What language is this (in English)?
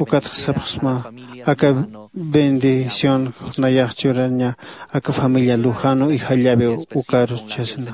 Aymara